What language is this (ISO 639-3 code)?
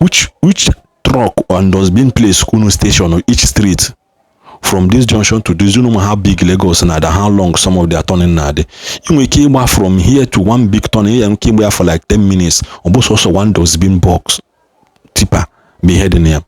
ibo